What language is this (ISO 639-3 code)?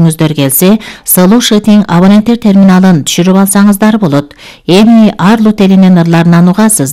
kir